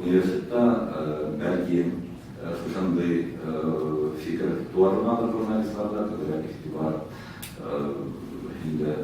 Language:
Tatar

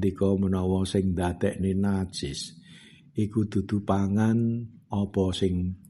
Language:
Javanese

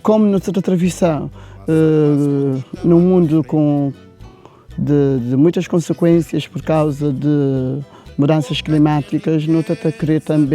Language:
Kabuverdianu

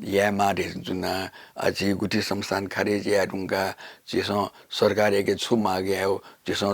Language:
Newari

